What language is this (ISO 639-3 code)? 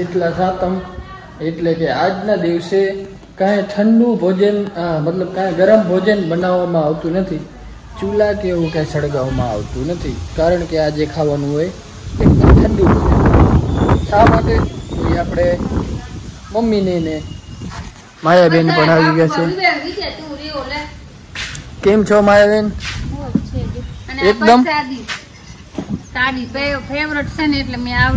guj